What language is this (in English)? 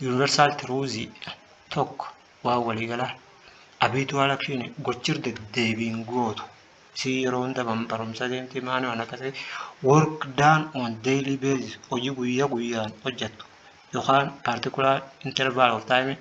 Oromo